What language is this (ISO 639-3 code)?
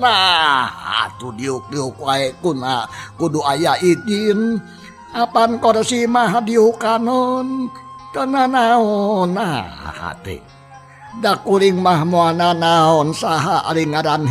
sun